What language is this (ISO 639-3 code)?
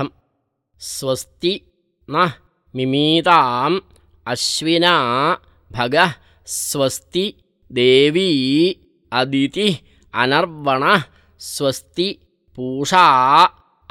san